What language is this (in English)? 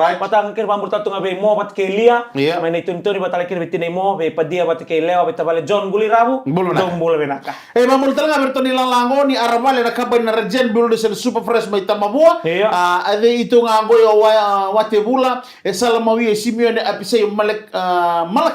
Fijian